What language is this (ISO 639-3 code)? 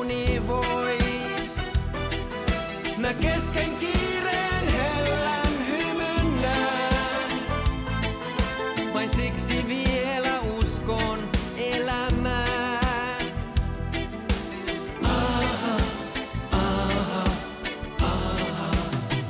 fin